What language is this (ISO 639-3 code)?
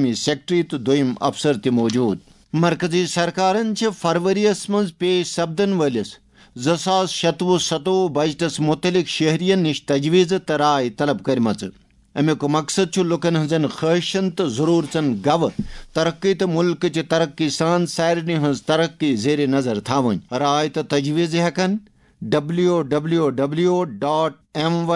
kas